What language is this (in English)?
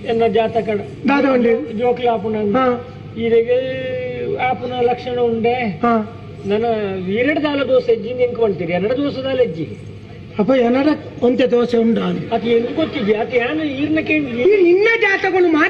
Tulu